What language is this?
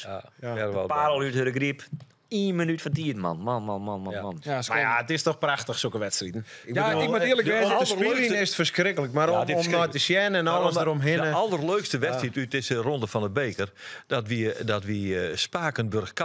Western Frisian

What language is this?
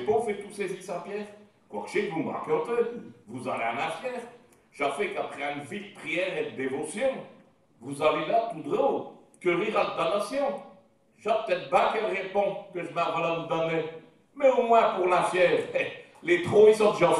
Picard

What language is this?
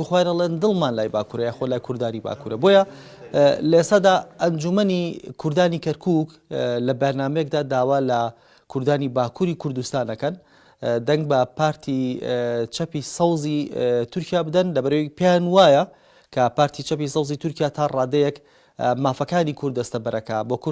Central Kurdish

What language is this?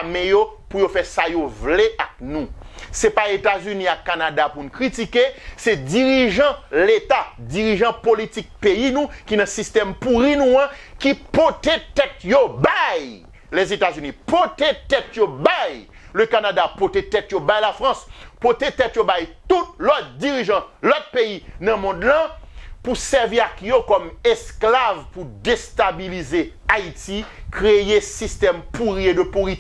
Haitian Creole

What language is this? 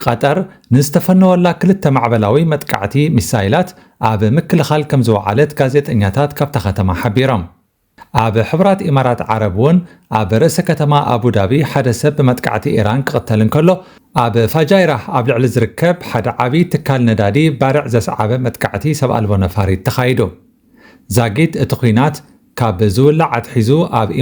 Tigrinya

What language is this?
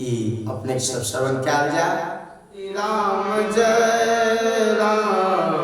Maithili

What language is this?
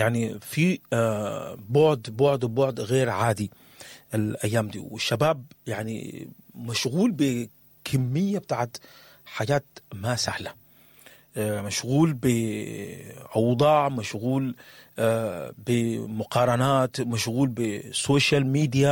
Sudanese Arabic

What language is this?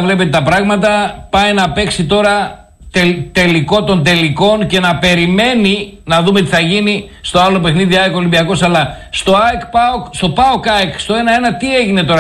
Greek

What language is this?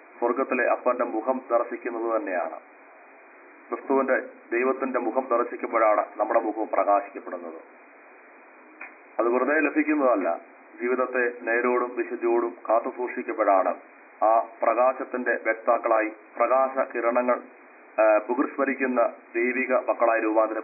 Malayalam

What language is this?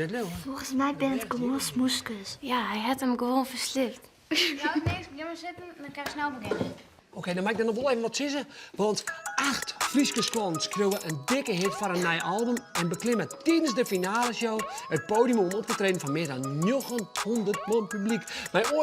Western Frisian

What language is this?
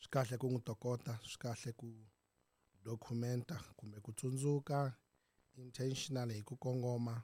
Tsonga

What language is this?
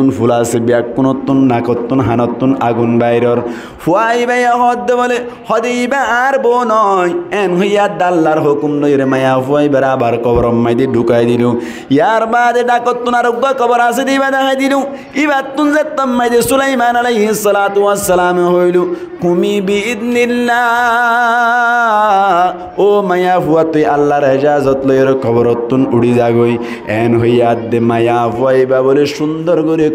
Rohingya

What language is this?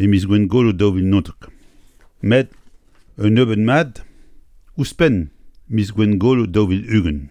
Breton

